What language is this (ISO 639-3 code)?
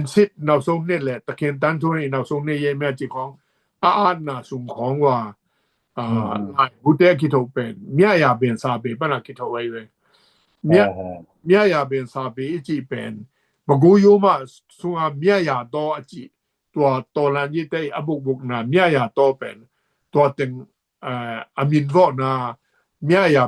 ctd